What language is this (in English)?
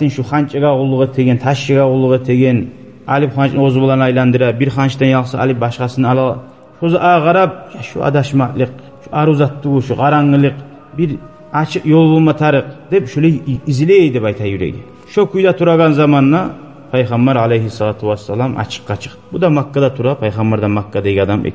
Kumyk